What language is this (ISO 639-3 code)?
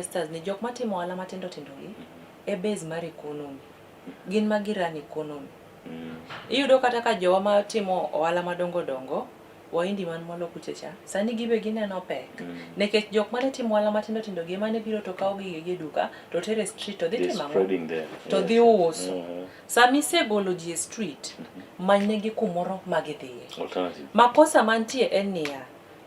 luo